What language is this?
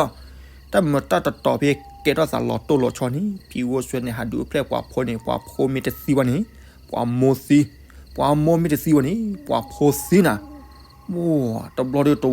S'gaw Karen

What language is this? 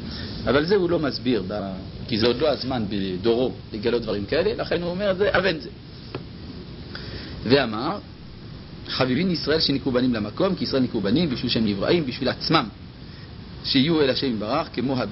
Hebrew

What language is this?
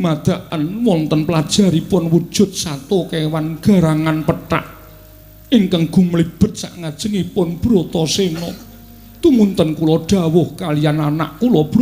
Javanese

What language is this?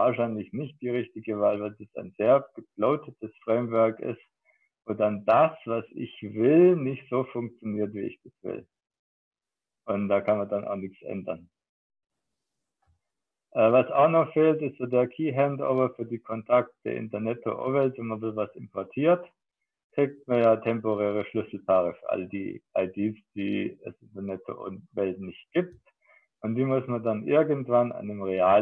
German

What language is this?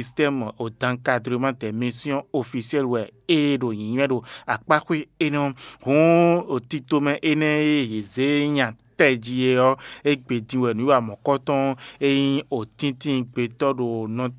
Fon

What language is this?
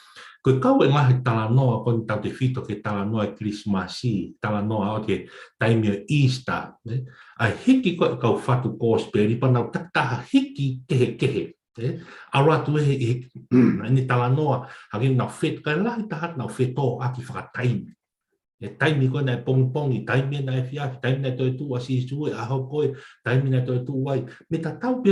Tongan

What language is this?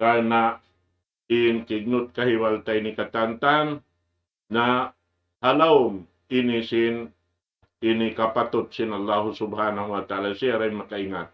Tausug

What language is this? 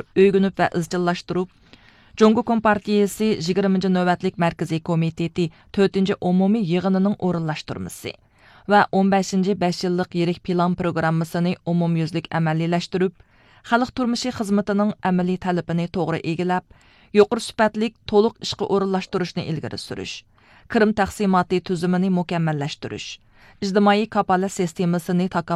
Uyghur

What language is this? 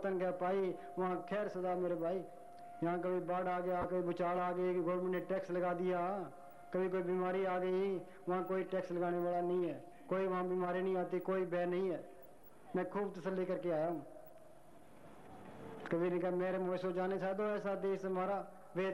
Hindi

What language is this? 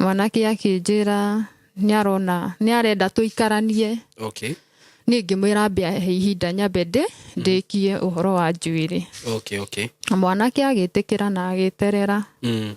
Kikuyu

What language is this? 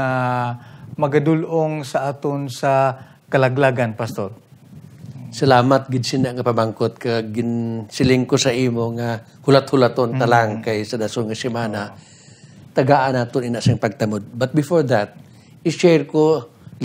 Hiligaynon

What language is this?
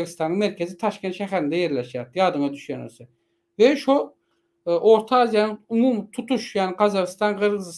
Turkmen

